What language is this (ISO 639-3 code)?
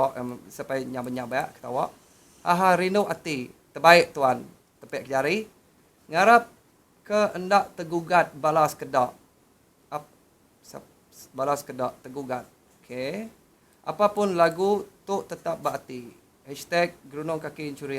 iba